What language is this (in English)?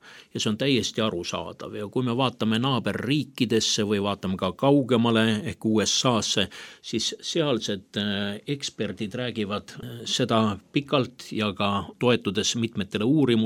Estonian